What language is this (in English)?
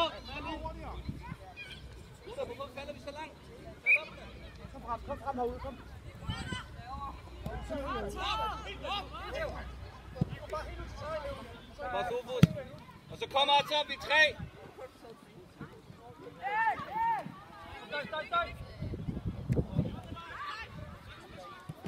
Danish